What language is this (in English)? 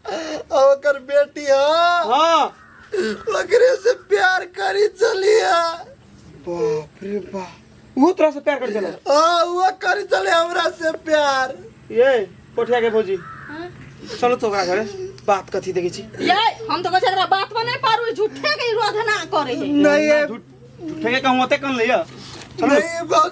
Maithili